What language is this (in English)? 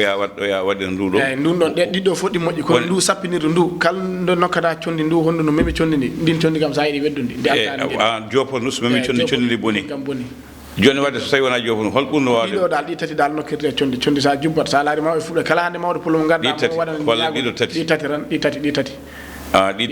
Fula